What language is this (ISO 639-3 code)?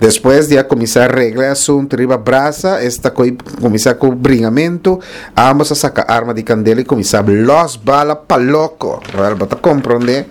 pap